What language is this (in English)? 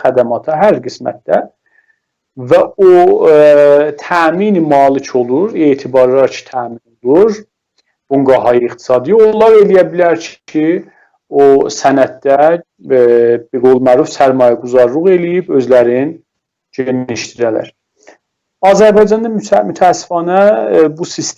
South Azerbaijani